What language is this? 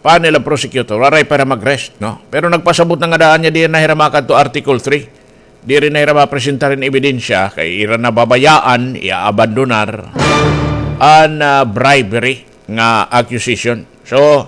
Waray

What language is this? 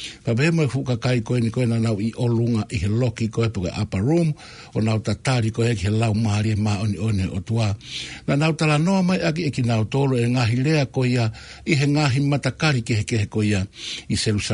Tongan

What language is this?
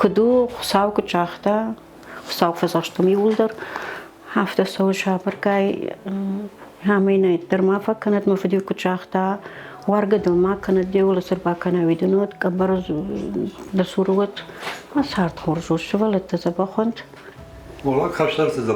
Ossetic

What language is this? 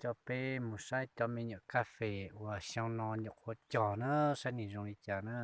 Hmong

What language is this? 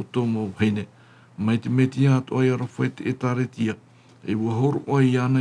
Tahitian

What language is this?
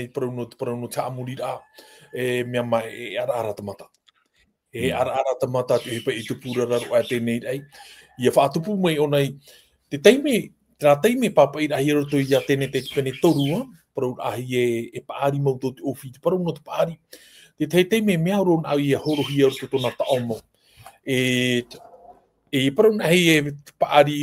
Tahitian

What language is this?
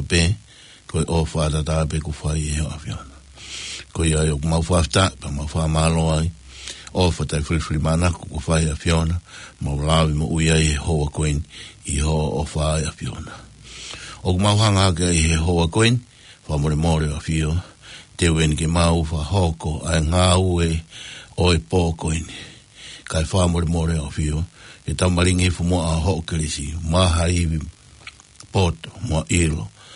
Tongan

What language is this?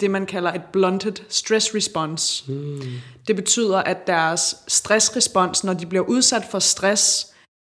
Danish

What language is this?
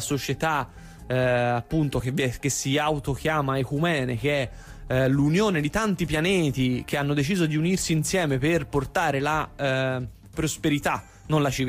Italian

